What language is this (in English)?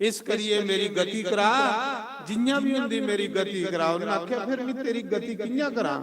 Dogri